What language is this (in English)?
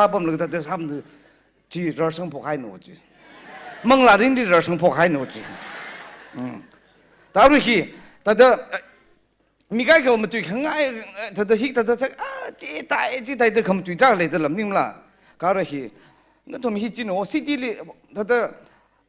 Tangkhul Naga (India)